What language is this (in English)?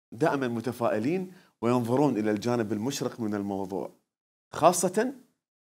Mesopotamian Arabic